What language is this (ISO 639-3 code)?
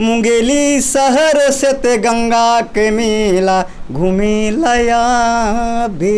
hne